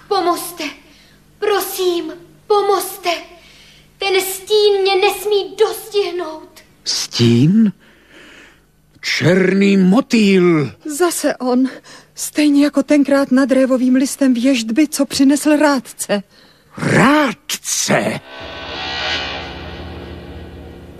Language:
Czech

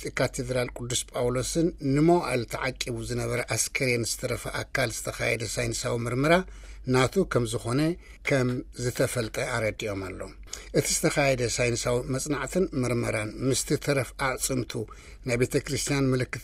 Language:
Tigrinya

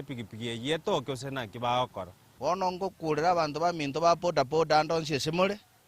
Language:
Gusii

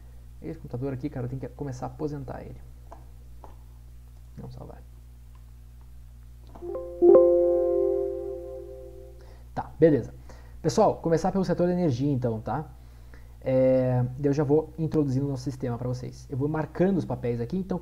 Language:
Portuguese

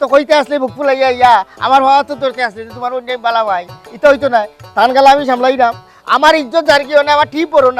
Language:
Sylheti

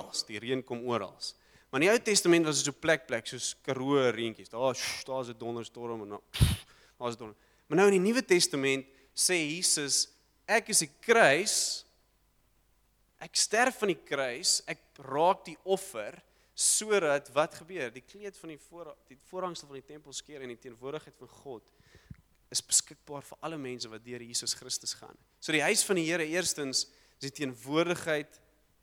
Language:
Afrikaans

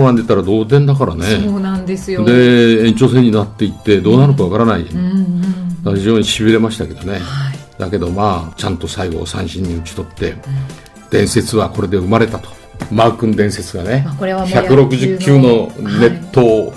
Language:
Japanese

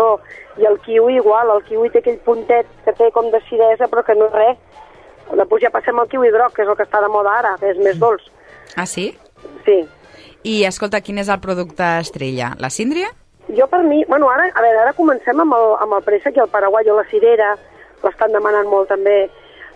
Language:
Catalan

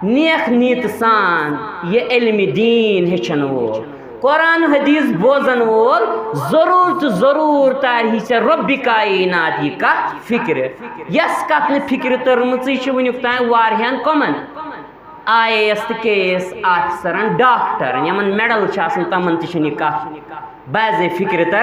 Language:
Kashmiri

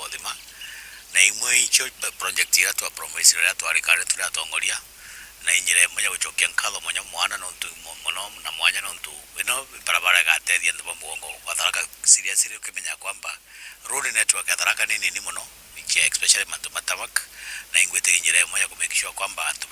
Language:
Meru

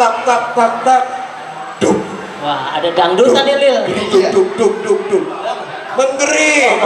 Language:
Betawi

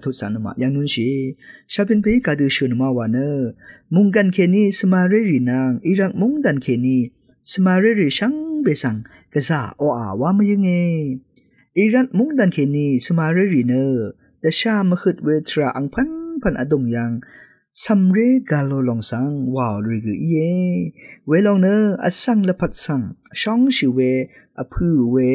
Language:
Rawang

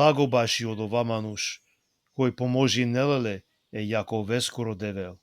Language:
Balkan Romani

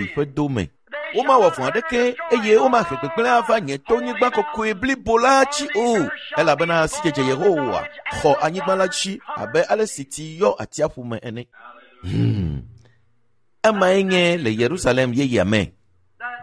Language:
Ewe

